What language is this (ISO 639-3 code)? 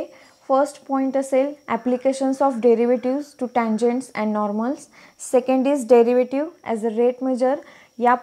mar